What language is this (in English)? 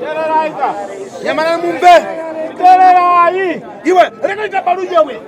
Shona